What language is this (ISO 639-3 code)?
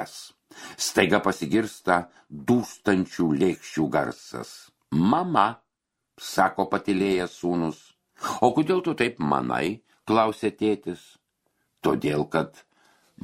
lit